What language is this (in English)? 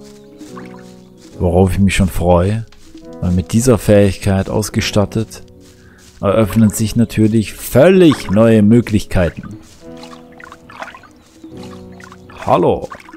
German